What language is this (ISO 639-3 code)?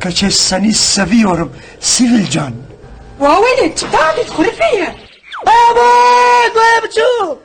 kur